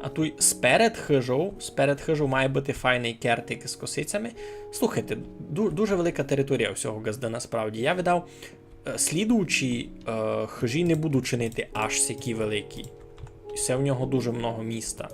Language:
Rusyn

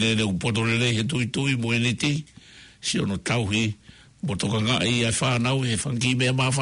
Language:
Tongan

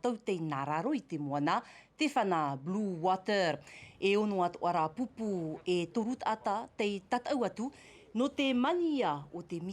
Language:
Tahitian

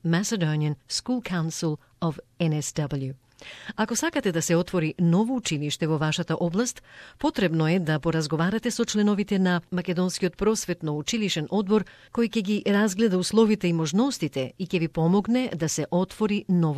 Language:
Macedonian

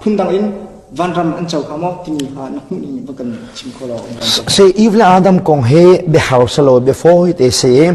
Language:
Hakha Chin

